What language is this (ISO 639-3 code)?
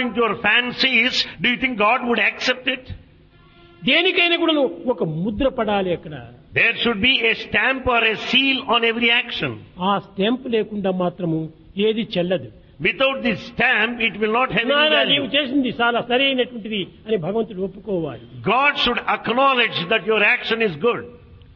tel